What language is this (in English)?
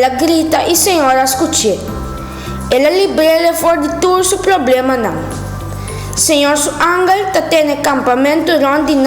Papiamento